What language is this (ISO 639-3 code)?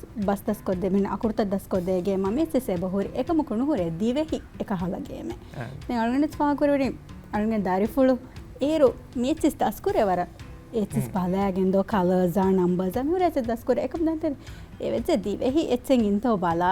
div